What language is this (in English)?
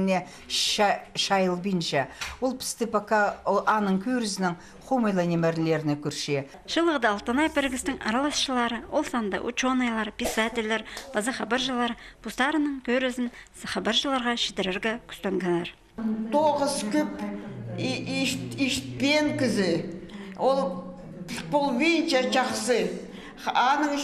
Khakas